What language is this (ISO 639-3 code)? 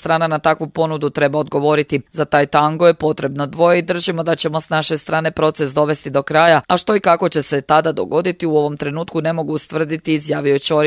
hrv